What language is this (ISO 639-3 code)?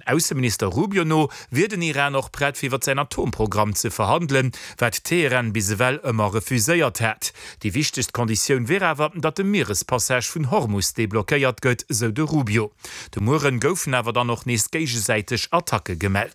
ltz